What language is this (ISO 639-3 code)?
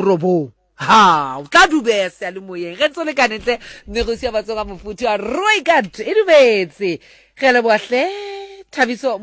sot